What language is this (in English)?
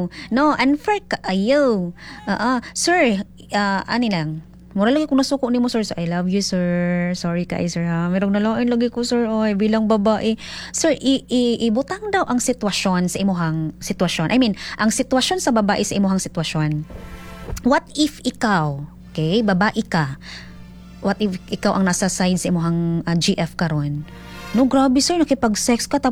Cebuano